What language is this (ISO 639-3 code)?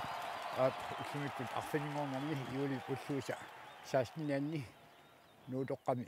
kal